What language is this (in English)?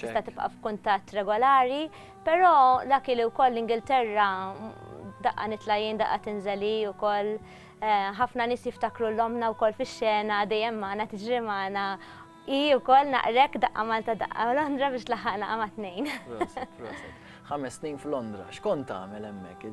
Maltese